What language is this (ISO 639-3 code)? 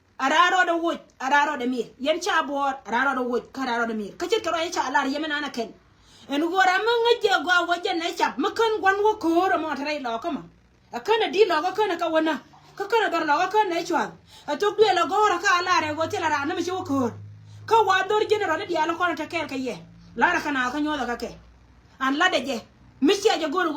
nus